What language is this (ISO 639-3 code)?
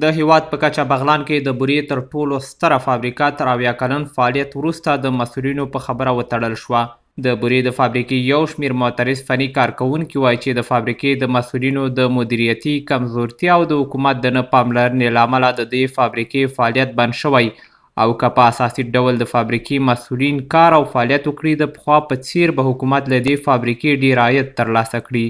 pus